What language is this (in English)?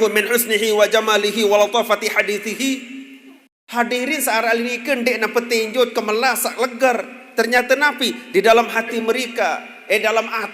Sasak